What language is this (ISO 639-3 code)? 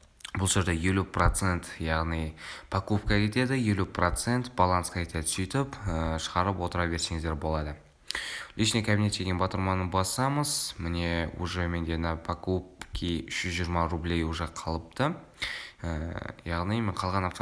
kaz